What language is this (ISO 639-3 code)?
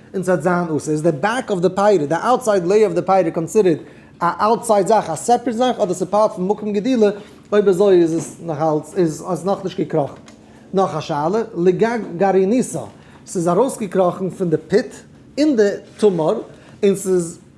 yid